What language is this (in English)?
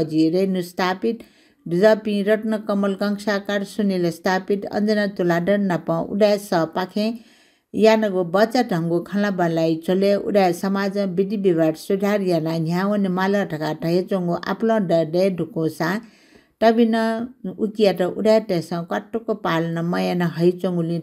Newari